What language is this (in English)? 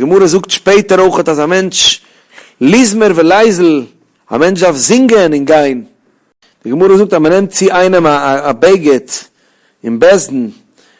Yiddish